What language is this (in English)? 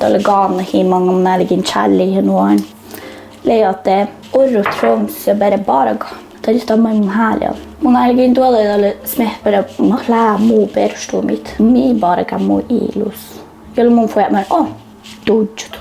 Northern Sami